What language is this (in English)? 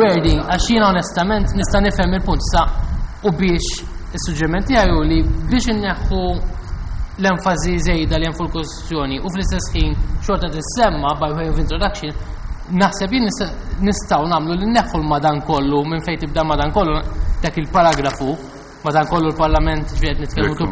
Maltese